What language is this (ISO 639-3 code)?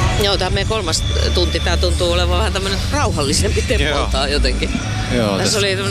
fin